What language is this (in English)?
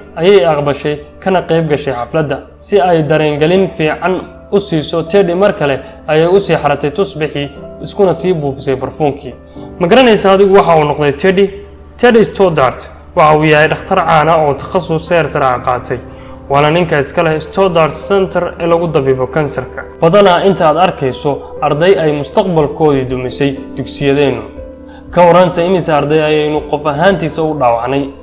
Somali